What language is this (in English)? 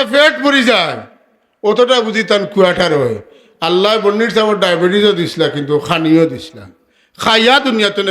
Sylheti